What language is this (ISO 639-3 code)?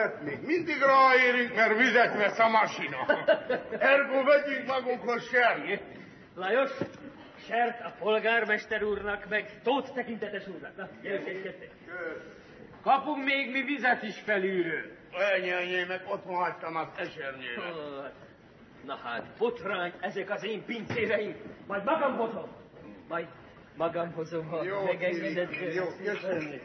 hun